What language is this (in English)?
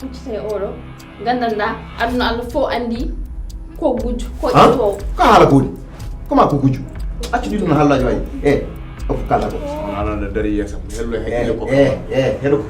Fula